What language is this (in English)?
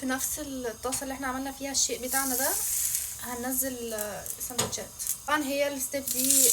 Egyptian Arabic